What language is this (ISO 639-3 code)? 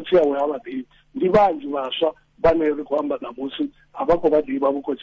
ven